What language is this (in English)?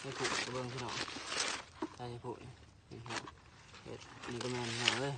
Lao